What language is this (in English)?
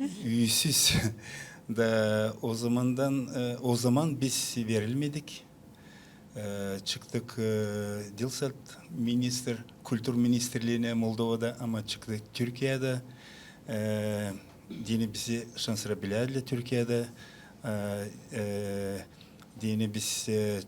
Gagauz